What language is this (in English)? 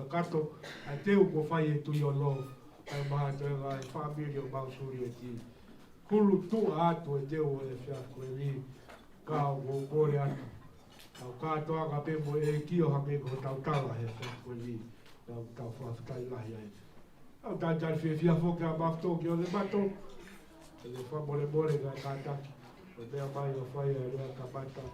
Tongan